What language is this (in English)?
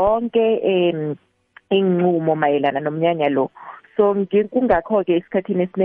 South Ndebele